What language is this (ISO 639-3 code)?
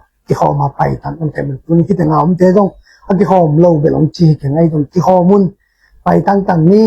ctd